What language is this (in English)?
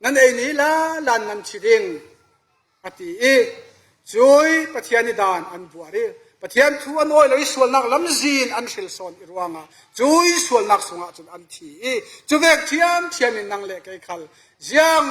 Falam Chin